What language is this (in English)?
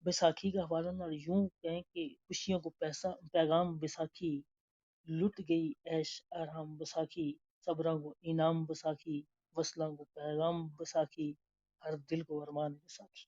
Gujari